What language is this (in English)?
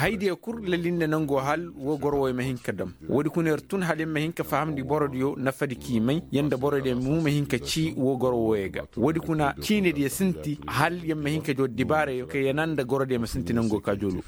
Koyraboro Senni